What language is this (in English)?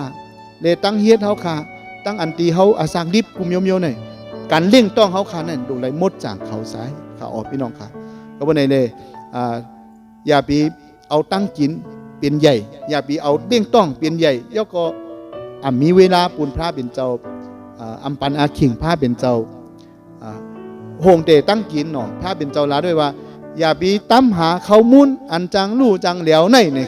Shan